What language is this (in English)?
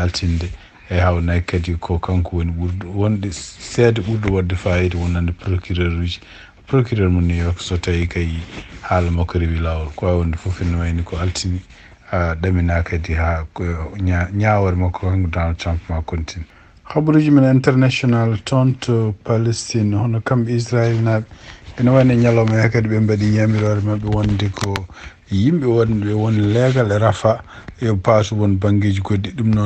Fula